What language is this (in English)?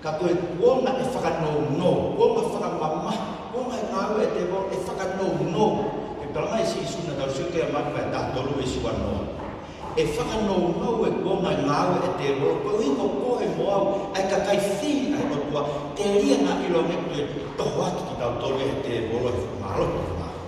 Tongan